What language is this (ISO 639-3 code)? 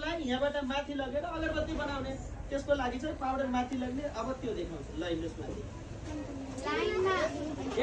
nep